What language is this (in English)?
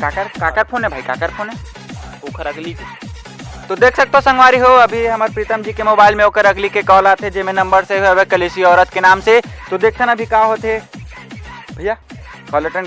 Chhattisgarhi